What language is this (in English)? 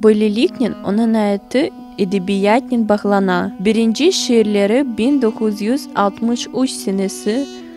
Crimean Tatar